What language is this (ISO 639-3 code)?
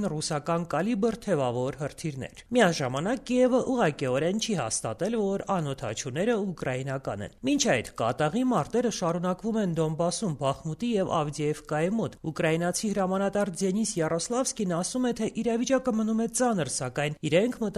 hye